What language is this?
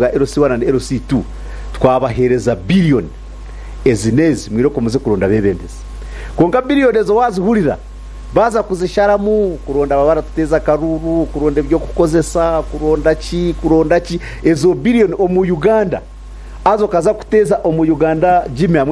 Nyankole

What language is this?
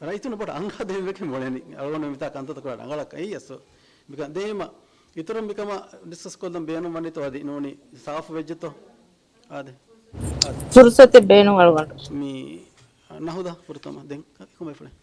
Divehi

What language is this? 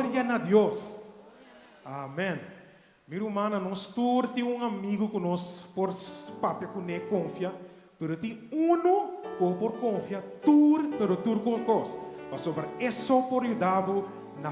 Papiamento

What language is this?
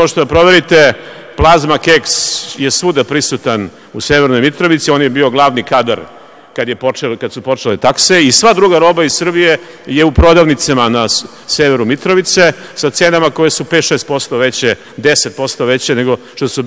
Serbian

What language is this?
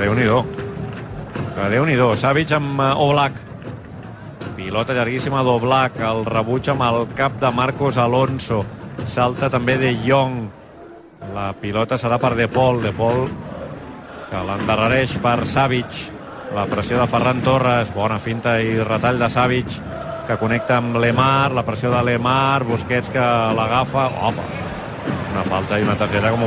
Catalan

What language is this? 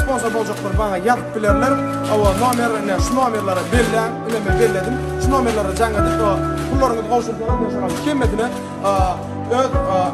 Turkmen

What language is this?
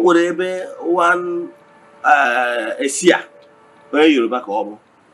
Igbo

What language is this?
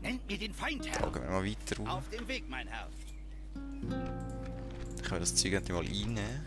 Swiss German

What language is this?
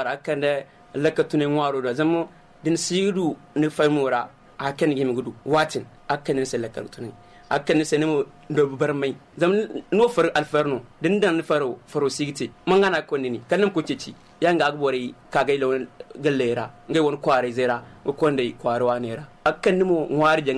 Zarma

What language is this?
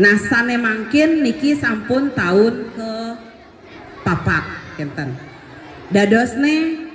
Balinese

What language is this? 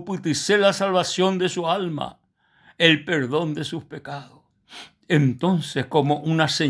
Guarani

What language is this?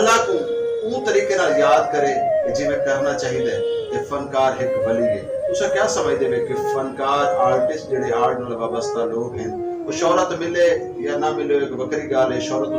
Saraiki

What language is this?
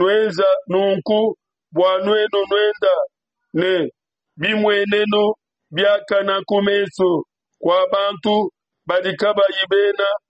Luba-Lulua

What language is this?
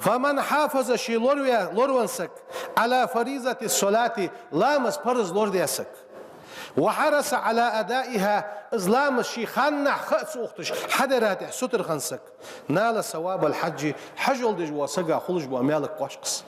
Ingush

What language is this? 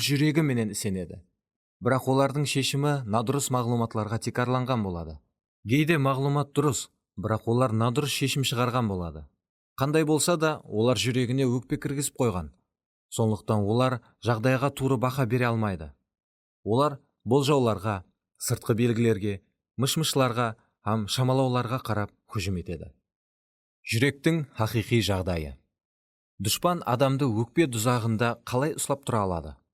Kara-Kalpak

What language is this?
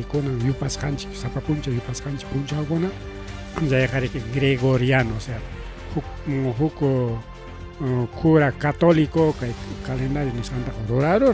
Ayacucho Quechua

